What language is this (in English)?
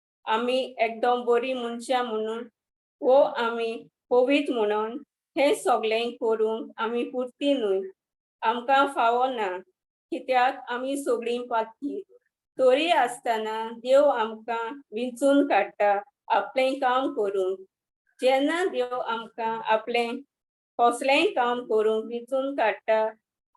Konkani